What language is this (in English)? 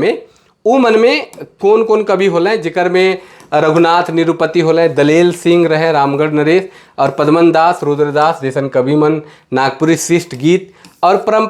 Sadri